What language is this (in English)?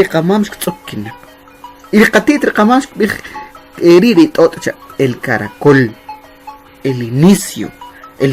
Kʼicheʼ